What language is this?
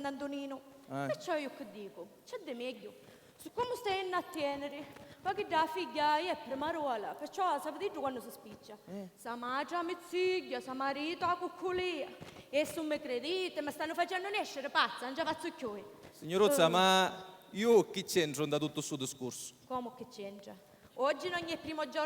Sicilian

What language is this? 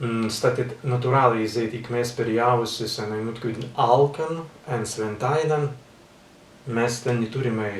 Prussian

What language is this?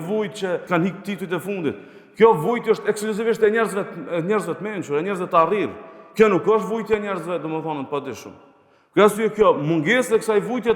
Albanian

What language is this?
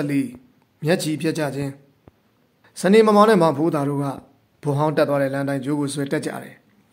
Burmese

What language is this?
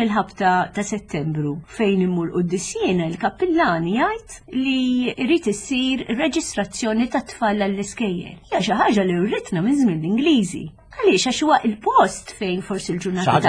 Maltese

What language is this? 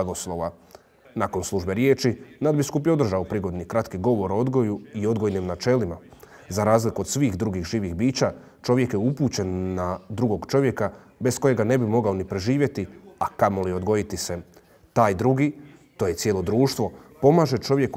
Croatian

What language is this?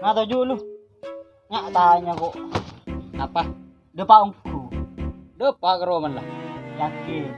Madurese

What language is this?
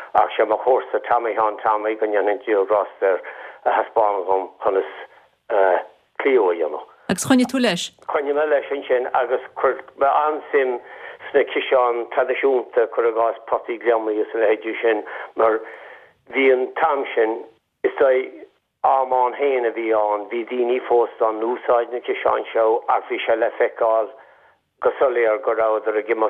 Irish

